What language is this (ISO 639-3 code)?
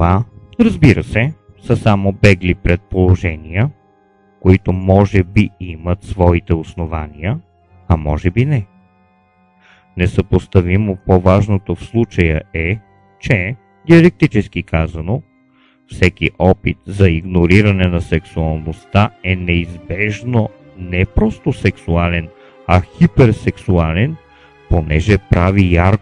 bul